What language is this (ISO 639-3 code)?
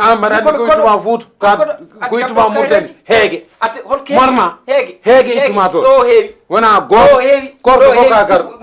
ful